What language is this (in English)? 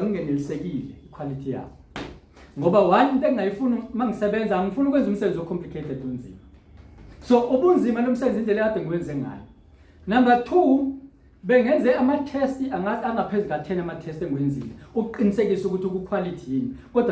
Zulu